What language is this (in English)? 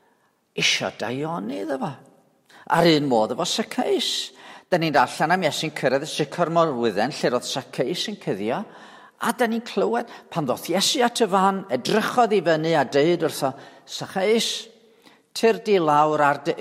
Welsh